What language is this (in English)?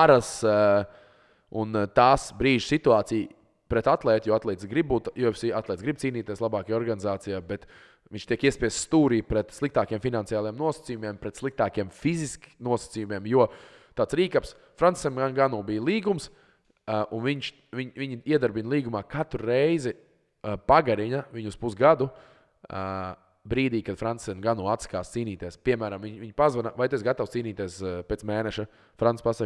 Latvian